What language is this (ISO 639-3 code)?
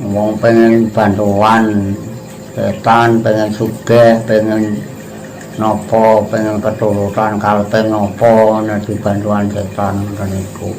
jav